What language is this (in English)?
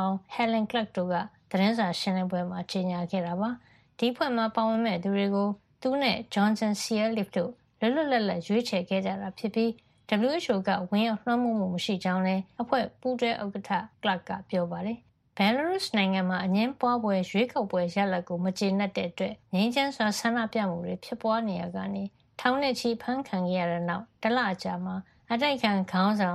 Burmese